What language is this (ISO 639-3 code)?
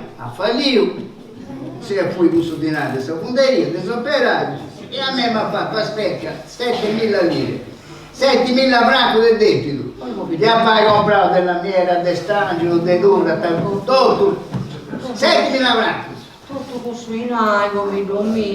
srd